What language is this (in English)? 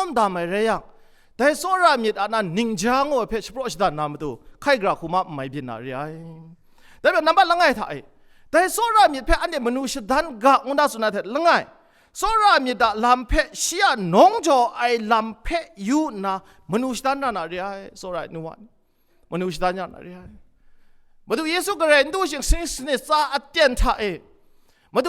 Kachin